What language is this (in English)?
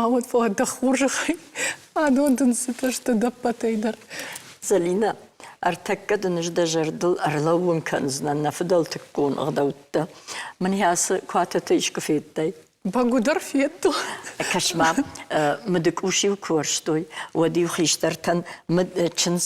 Ossetic